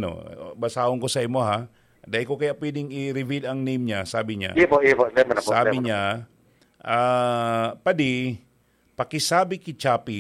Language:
Bikol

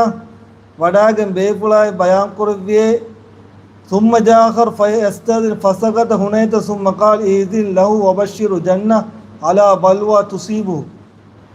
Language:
Divehi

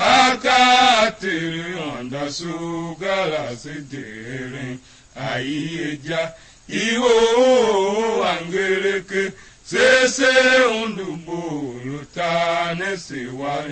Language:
Tiv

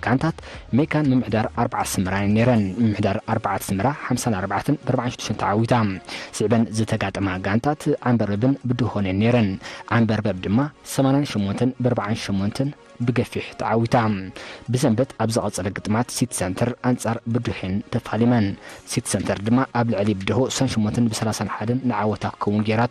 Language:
Tigrinya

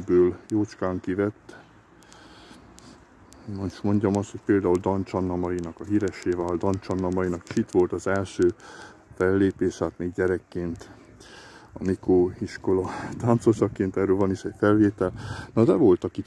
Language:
Hungarian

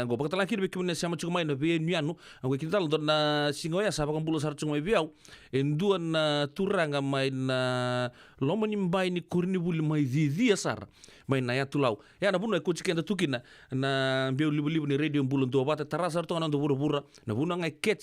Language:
Fijian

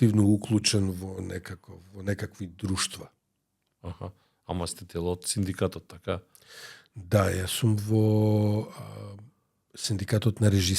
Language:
Macedonian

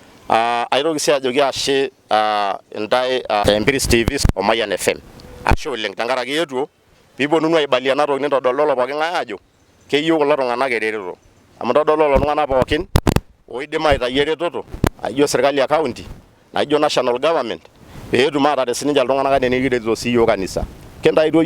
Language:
Masai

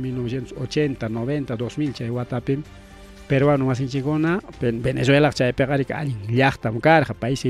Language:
Ayacucho Quechua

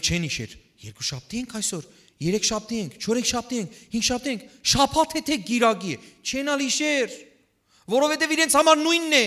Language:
Western Armenian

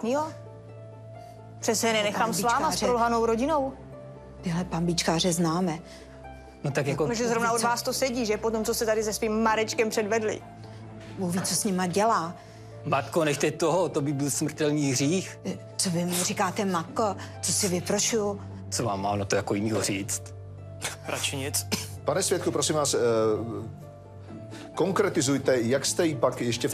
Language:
Czech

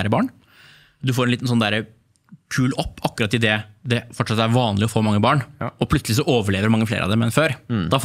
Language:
Norwegian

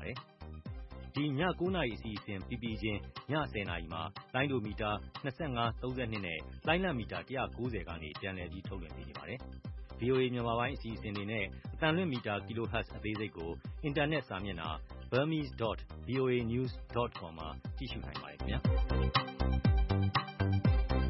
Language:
Burmese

